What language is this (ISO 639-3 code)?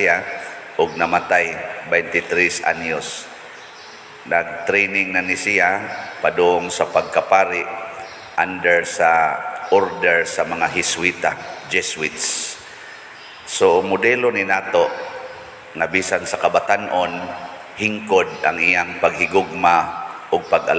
ceb